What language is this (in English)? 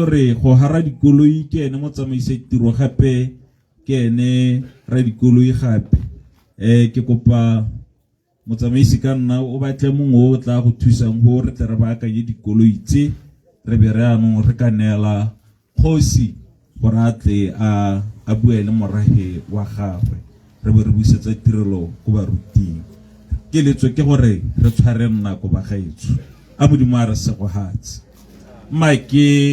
Tswana